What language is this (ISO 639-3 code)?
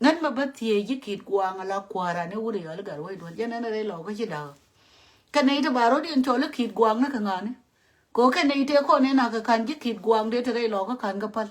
nus